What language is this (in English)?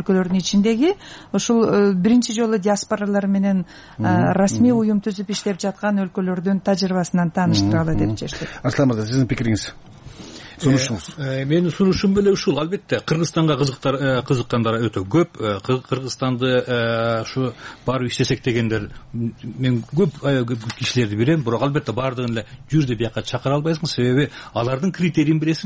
Kyrgyz